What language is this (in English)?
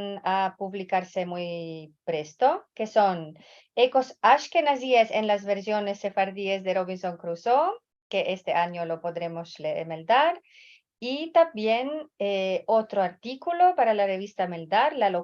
Ladino